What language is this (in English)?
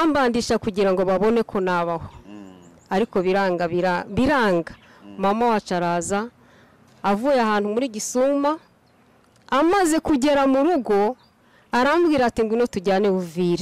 Kinyarwanda